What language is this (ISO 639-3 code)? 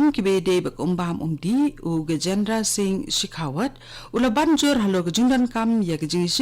kha